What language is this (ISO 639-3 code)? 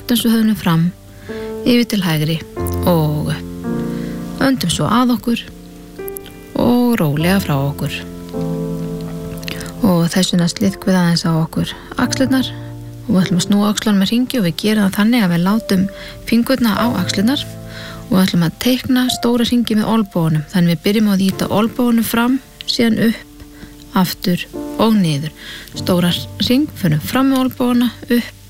isl